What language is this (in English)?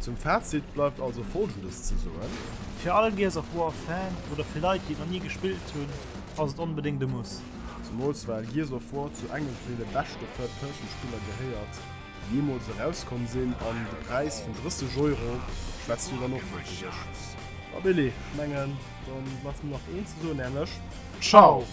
Luxembourgish